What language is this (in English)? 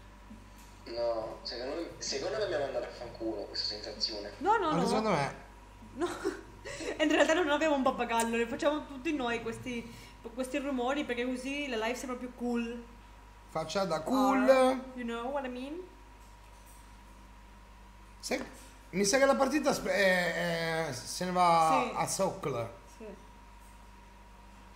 Italian